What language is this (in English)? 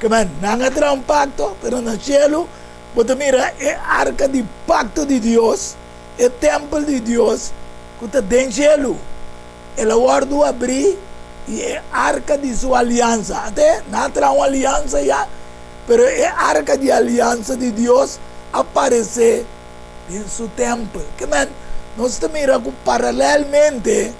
Papiamento